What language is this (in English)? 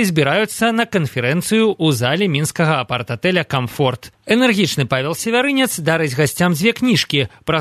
Belarusian